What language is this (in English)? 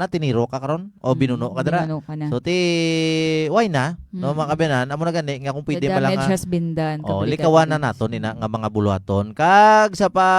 Hiligaynon